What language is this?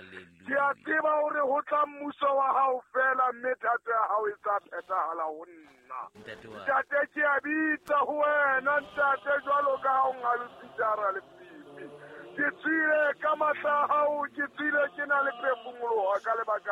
Southern Sotho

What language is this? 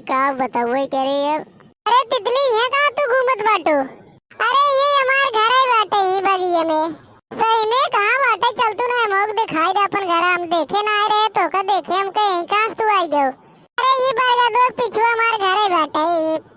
Awadhi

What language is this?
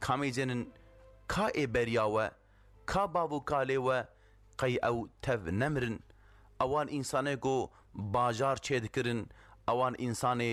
Kurdish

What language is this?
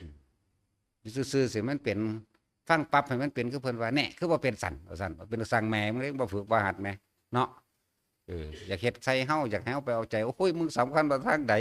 Northeastern Thai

